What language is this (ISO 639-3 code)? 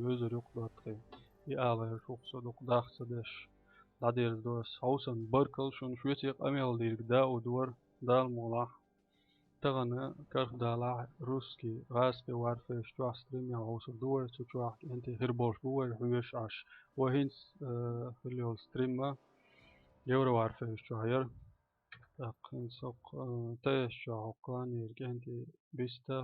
che